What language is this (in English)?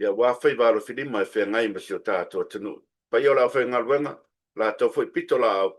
Samoan